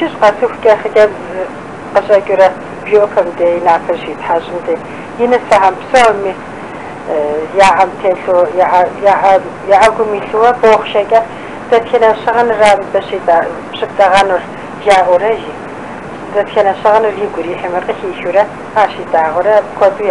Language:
Kabardian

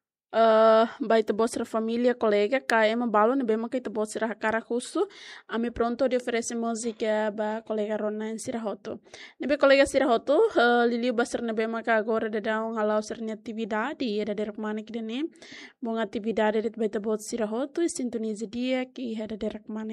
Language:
Tetum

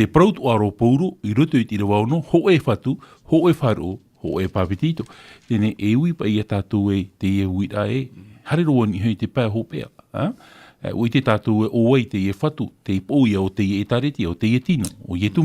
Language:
Tahitian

